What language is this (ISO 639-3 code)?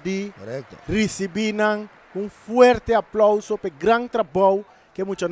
pap